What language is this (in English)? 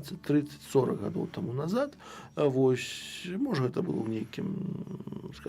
Belarusian